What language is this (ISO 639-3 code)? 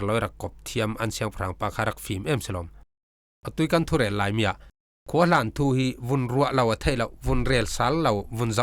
cfm